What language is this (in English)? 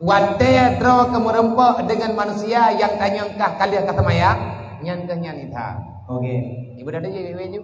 Achinese